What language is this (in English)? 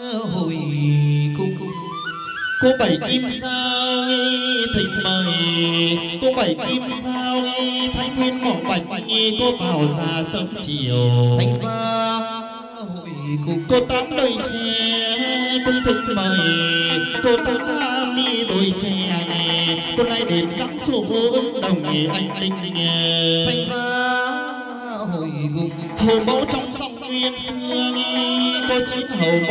Vietnamese